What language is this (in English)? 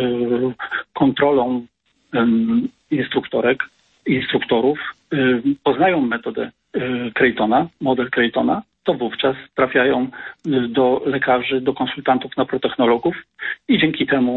Polish